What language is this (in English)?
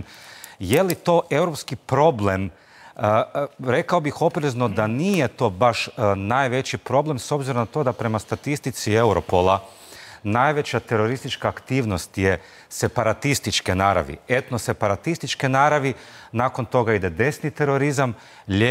Croatian